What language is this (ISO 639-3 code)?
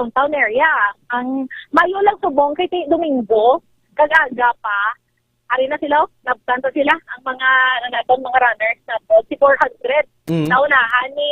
hil